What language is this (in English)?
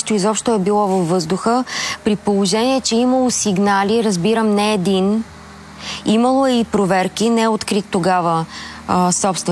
Bulgarian